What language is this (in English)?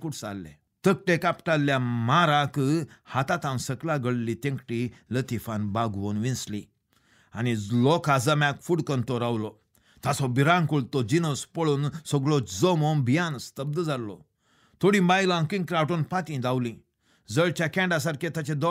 Konkani